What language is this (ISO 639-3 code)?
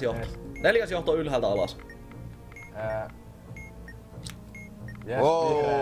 fin